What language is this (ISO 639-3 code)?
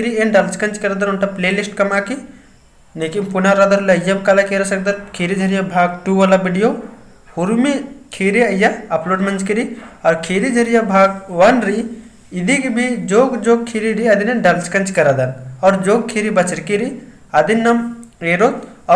kru